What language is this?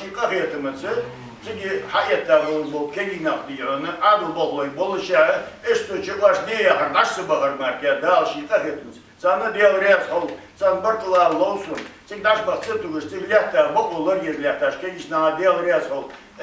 Ingush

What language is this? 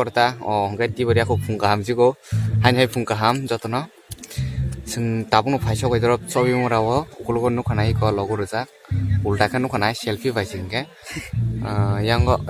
Kok Borok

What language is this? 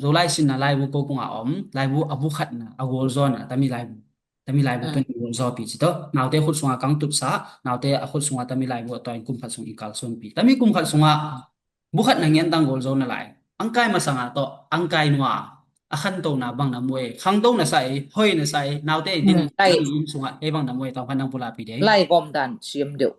Tedim Chin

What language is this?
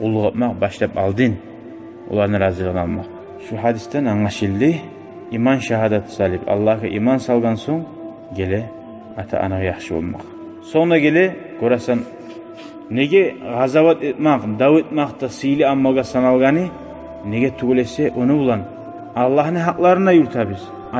Kumyk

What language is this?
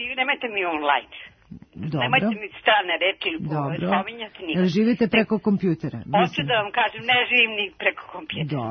Serbian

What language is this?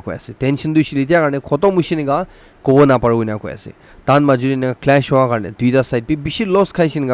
Naga Pidgin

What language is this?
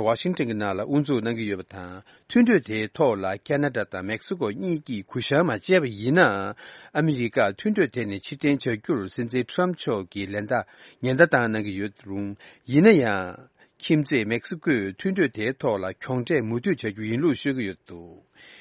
Tibetan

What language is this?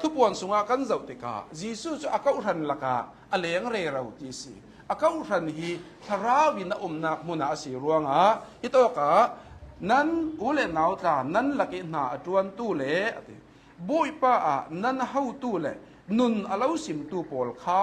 Hakha Chin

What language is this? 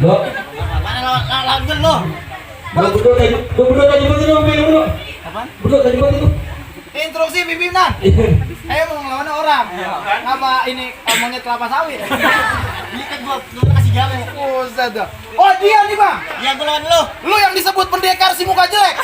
Betawi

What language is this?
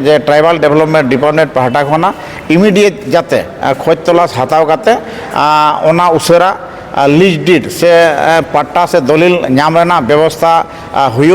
Santali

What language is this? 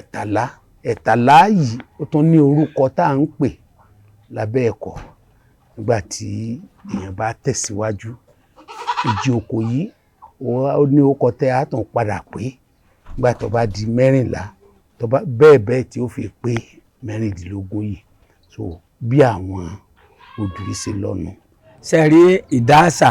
Yoruba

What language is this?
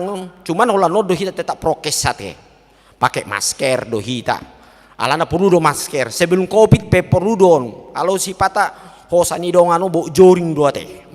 Batak Toba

